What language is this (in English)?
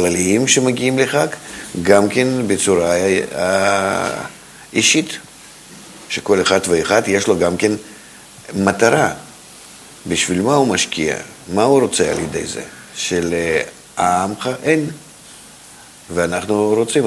Hebrew